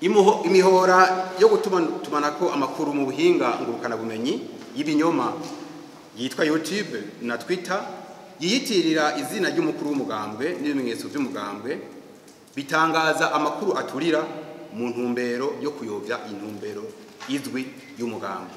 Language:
Rundi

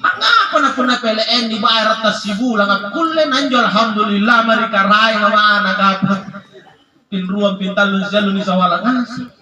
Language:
Makasar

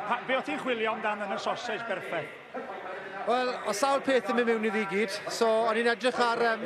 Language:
Welsh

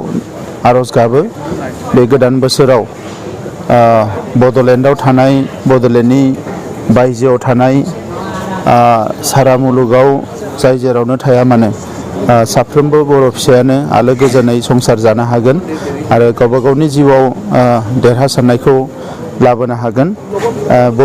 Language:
Bodo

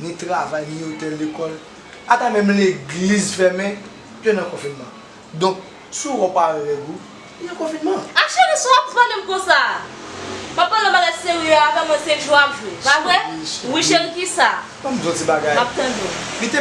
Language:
Haitian Creole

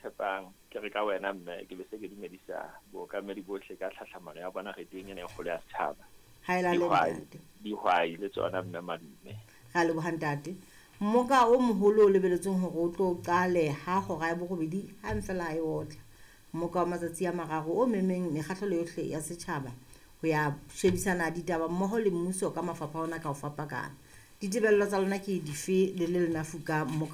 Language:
Southern Sotho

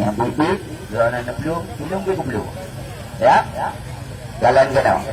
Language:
Achinese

